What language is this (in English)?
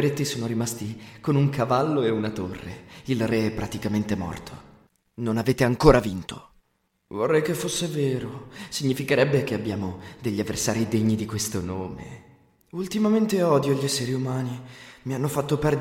Italian